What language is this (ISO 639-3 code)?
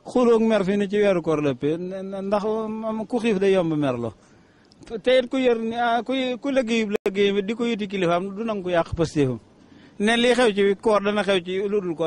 wol